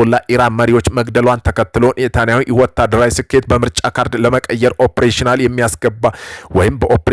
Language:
Amharic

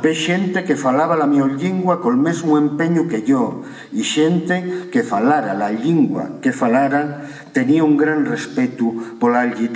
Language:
Asturian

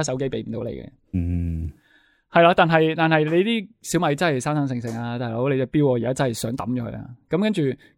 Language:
Cantonese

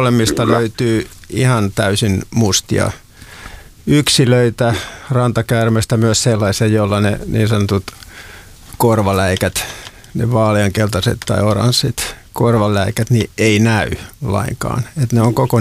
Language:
Finnish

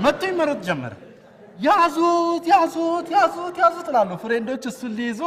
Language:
Amharic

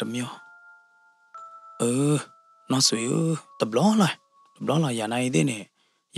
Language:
S'gaw Karen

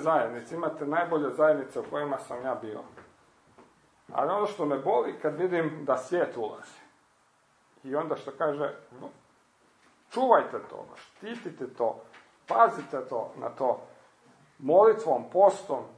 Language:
Croatian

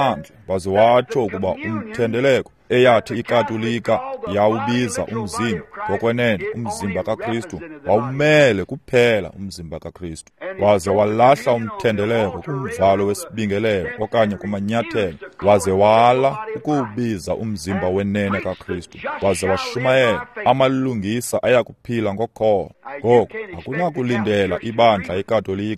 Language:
Xhosa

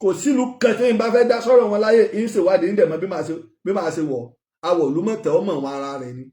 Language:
Yoruba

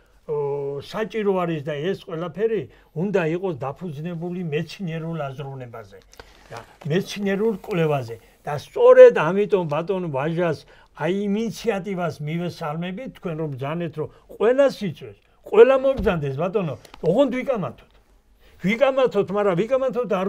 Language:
Georgian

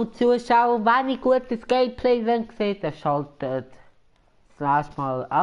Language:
Swiss German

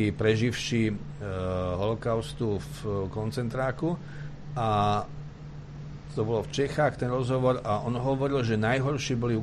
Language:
Slovak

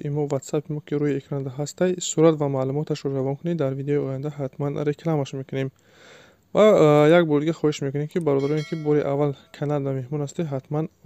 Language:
Tajik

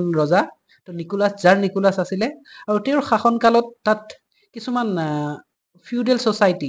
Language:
Assamese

